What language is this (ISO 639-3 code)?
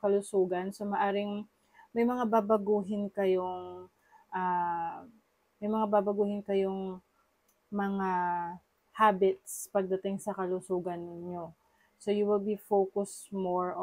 fil